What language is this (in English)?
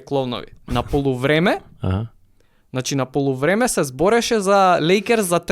Macedonian